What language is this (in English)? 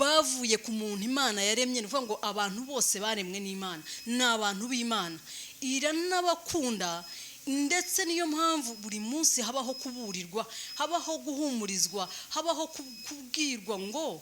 Kinyarwanda